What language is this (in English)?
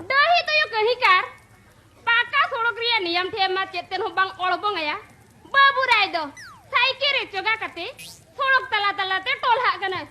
Santali